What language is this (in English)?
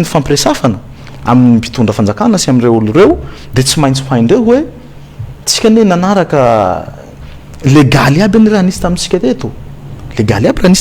Malagasy